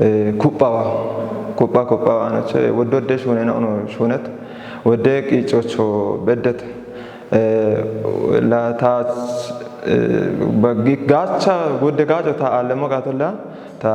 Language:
Kafa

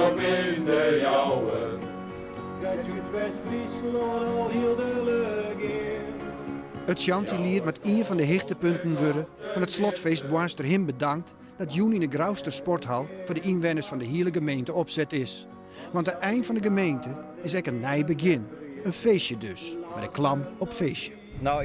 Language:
Western Frisian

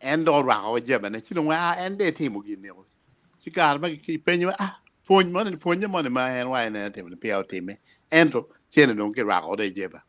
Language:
Acoli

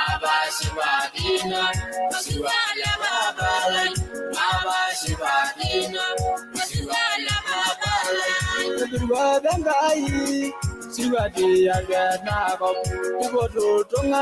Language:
Masai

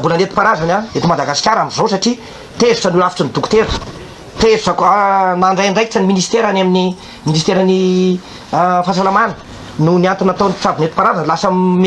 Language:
Malagasy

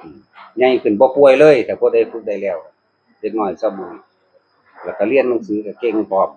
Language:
Northeastern Thai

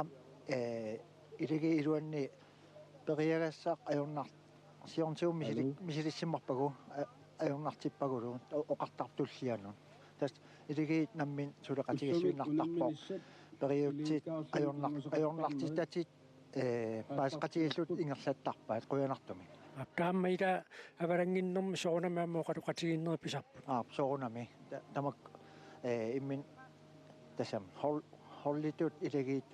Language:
Kalaallisut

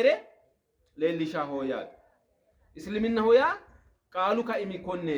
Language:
Sidamo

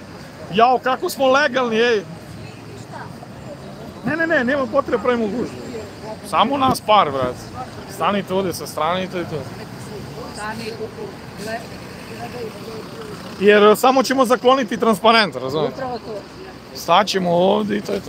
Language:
Serbian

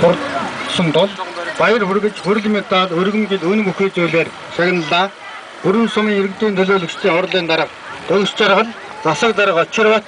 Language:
Mongolian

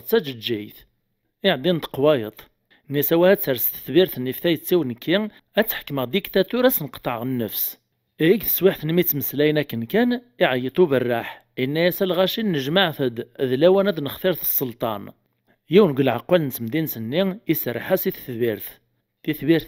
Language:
Kabyle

